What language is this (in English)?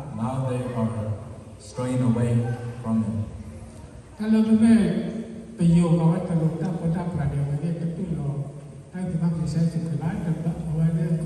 S'gaw Karen